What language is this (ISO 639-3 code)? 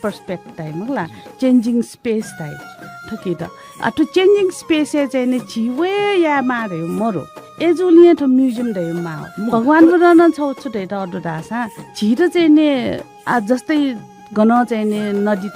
new